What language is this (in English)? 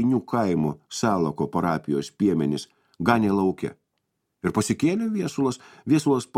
Lithuanian